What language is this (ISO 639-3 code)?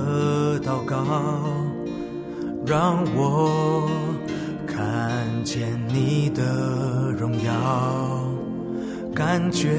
zho